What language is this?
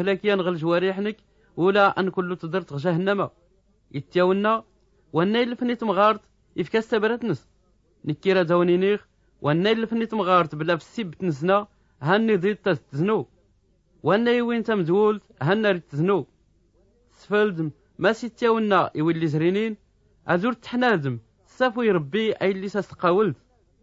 Tachelhit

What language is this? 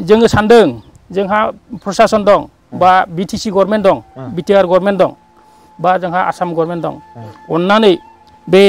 Bodo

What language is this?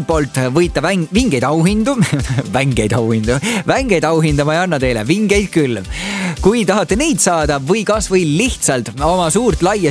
Estonian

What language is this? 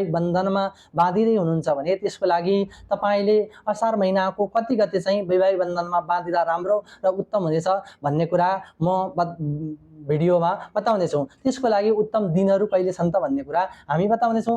Nepali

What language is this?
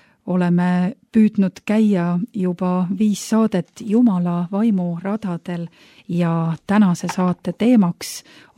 Estonian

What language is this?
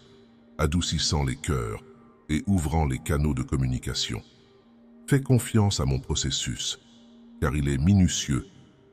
French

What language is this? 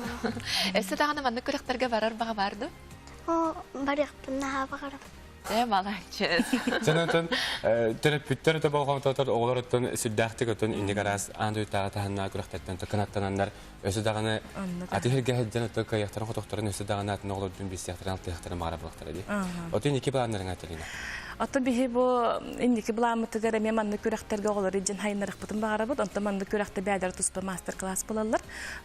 Yakut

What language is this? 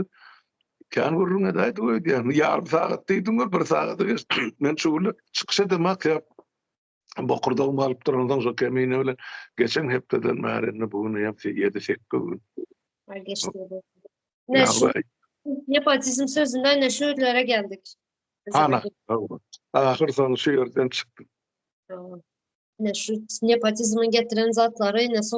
Turkmen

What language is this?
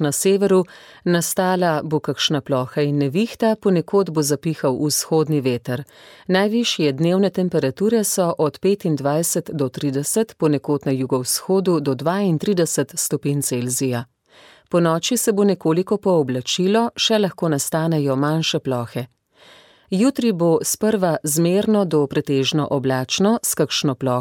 Slovenian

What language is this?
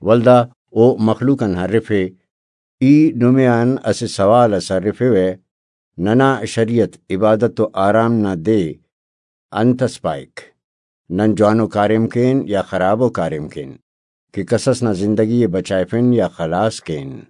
Brahui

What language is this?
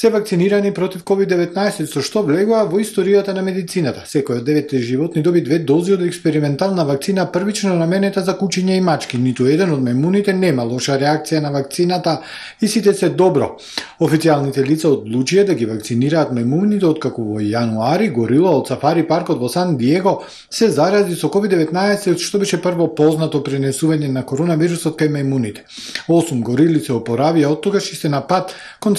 Macedonian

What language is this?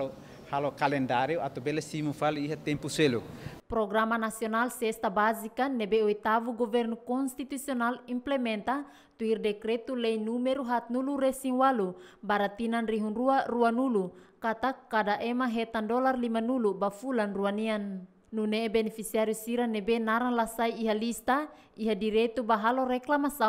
Tetum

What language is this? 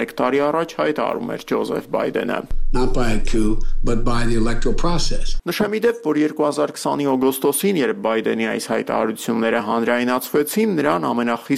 Armenian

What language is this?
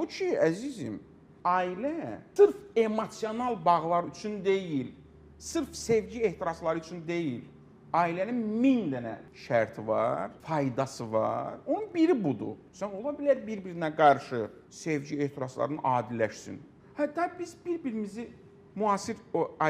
Azerbaijani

